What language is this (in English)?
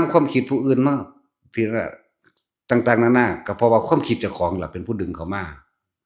Northeastern Thai